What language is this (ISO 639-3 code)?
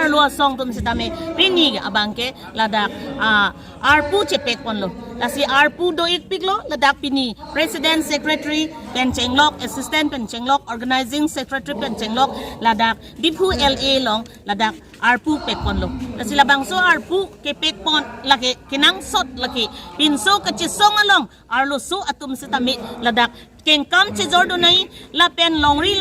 mjw